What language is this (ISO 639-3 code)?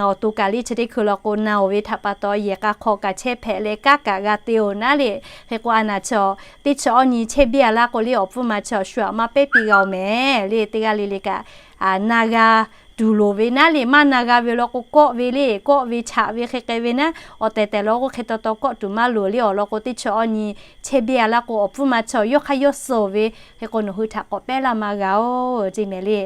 lhu